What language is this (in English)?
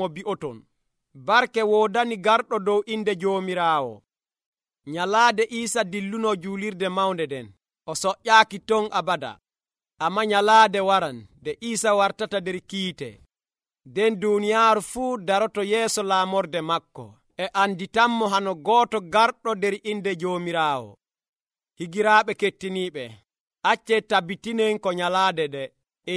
Nigerian Fulfulde